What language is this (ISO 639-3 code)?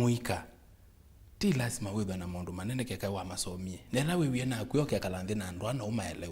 kam